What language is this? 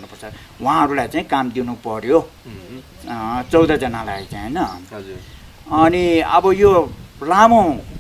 Nepali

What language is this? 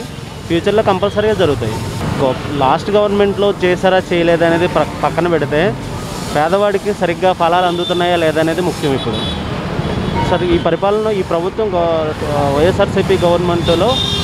Telugu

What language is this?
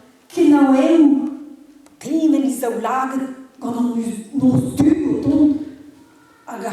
Breton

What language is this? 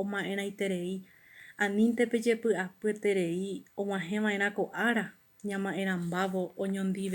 Guarani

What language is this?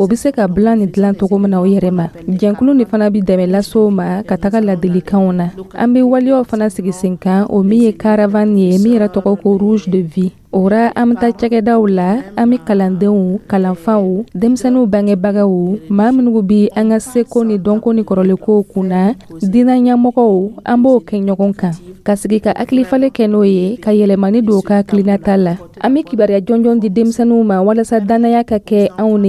Dyula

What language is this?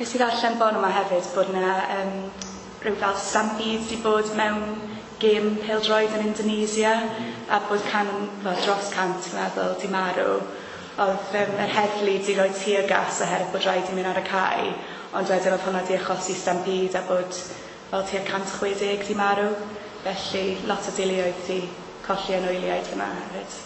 Welsh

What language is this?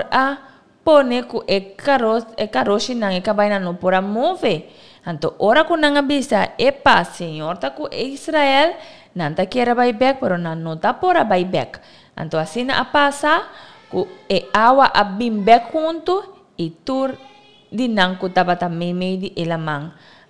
Papiamento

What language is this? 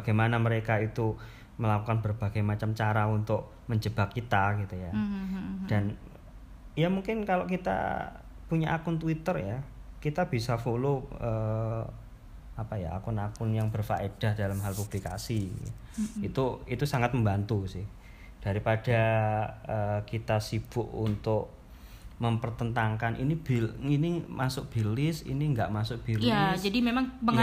Indonesian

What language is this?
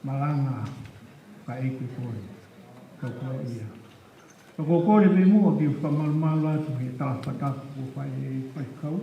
Tongan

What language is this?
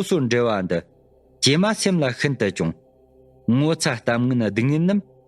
Tibetan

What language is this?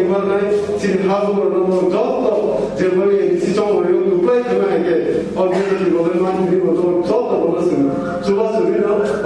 Kok Borok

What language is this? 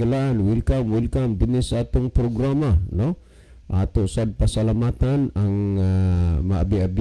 Cebuano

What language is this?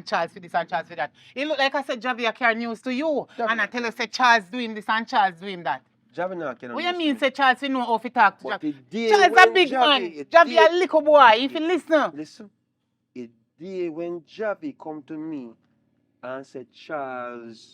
Jamaican Creole English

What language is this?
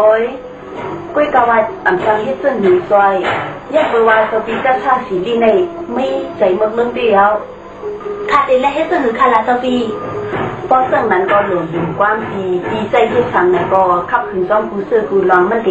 Shan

